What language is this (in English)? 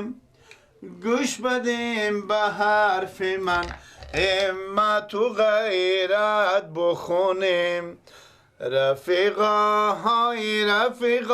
Persian